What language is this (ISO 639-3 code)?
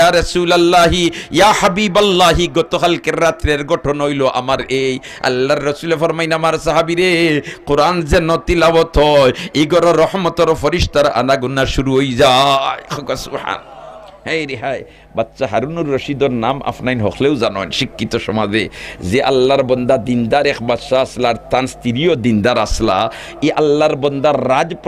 syl